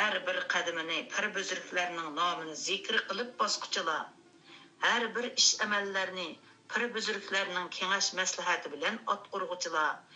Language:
Uyghur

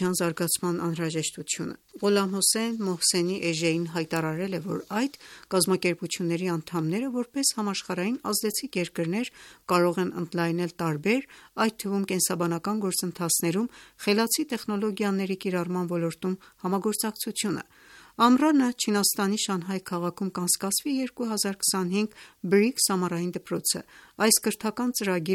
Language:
Armenian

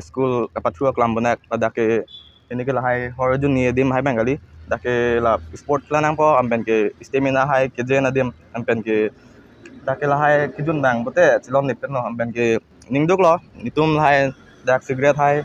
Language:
Karbi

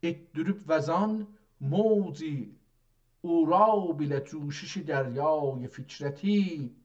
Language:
South Azerbaijani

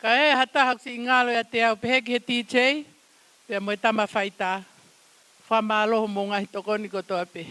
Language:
Tongan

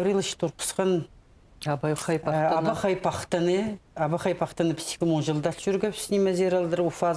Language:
Khakas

